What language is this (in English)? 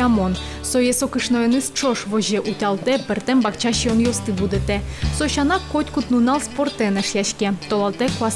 Udmurt